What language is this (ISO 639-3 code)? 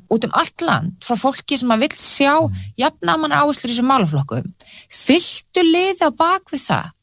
isl